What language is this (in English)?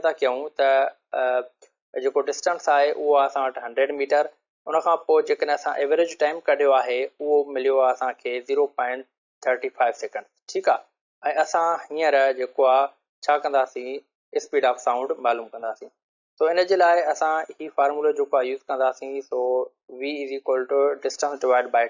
Sindhi